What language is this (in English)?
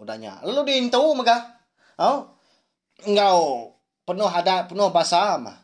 Iban